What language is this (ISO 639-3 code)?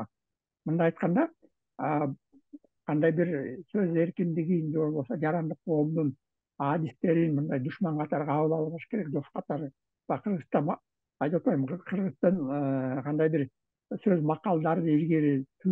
kir